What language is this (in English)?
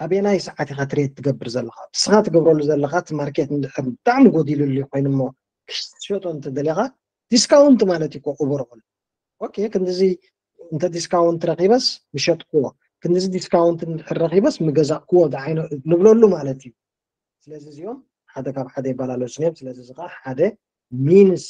Tigrinya